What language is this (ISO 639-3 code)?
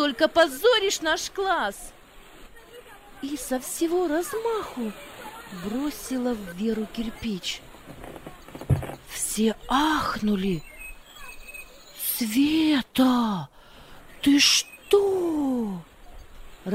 rus